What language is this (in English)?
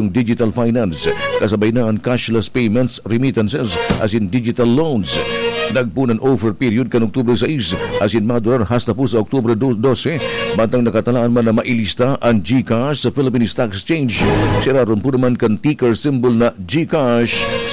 Bikol